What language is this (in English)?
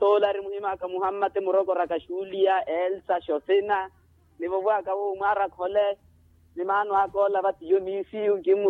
Makhuwa